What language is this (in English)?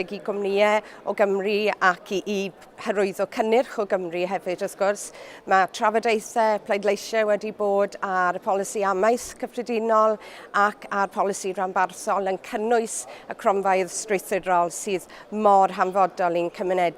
Welsh